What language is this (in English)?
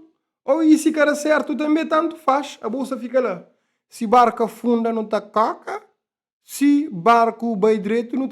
Kabuverdianu